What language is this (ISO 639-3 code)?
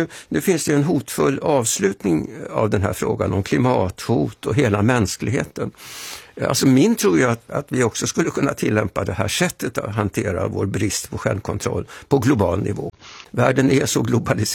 swe